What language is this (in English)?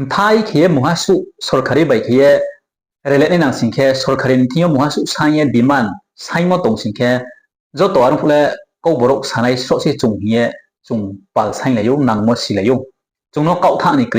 Riang (India)